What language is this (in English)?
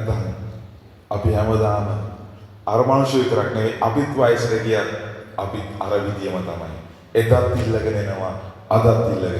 Sinhala